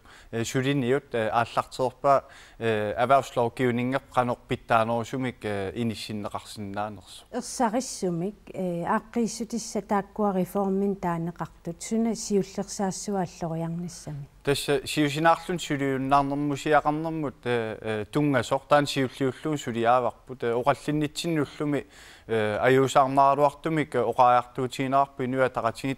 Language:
Kalaallisut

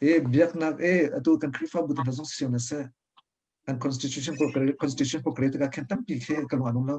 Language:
Hakha Chin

